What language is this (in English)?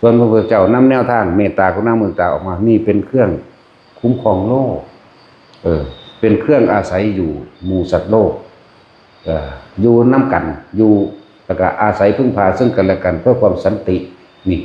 Northeastern Thai